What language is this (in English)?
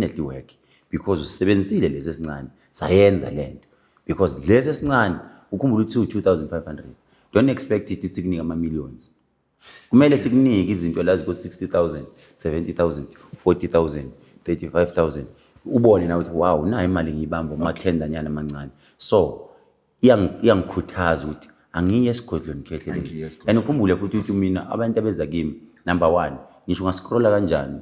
Zulu